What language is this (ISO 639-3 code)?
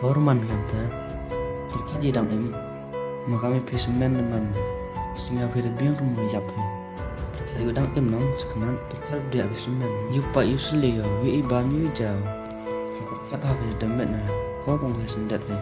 kha